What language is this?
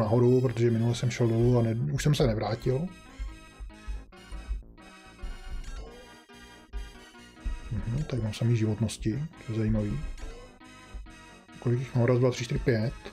Czech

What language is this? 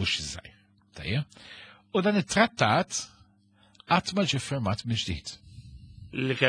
Maltese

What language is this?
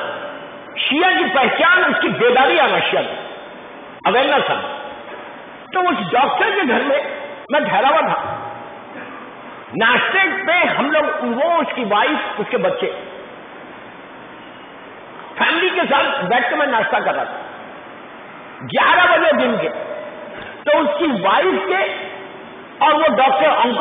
Urdu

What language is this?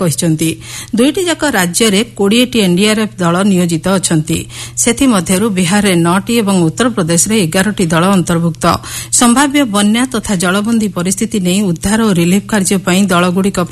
Odia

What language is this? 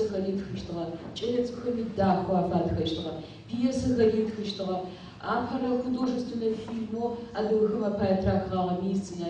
Adyghe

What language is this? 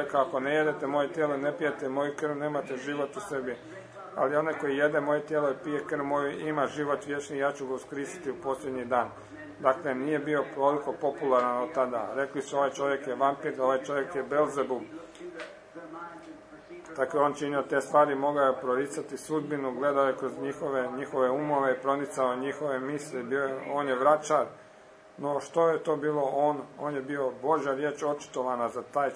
Croatian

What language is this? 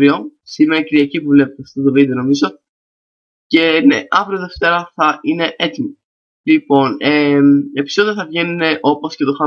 Greek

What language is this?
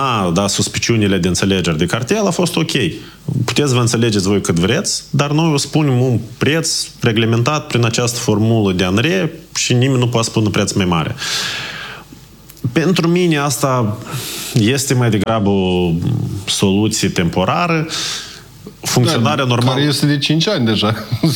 Romanian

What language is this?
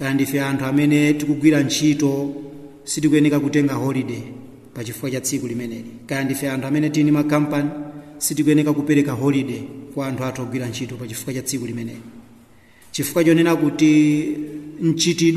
Nyanja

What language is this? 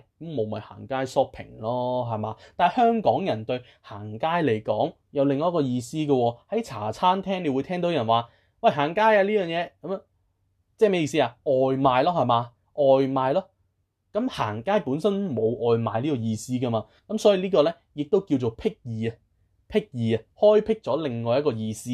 Cantonese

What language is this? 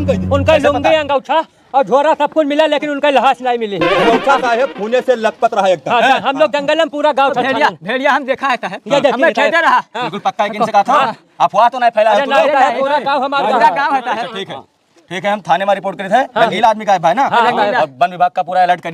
Awadhi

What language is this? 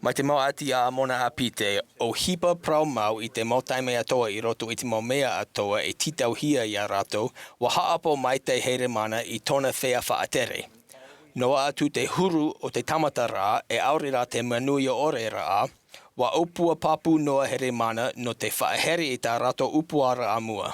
Tahitian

